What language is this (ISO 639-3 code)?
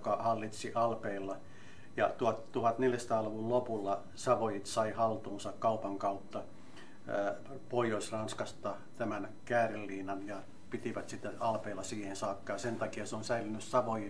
fin